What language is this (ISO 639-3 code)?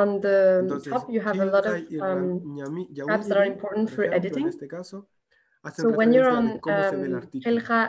que